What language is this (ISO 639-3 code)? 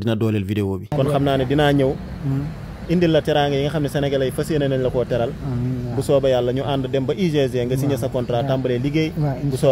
wol